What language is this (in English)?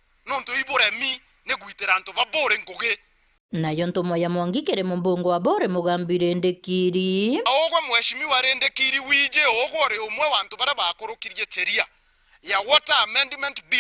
Meru